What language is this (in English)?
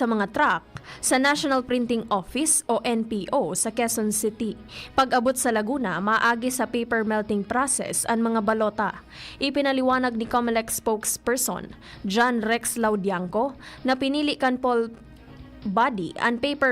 Bikol